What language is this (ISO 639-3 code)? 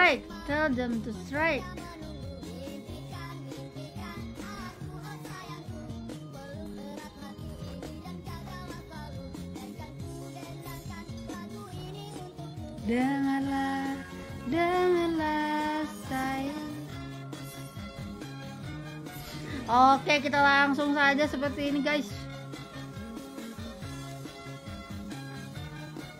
ind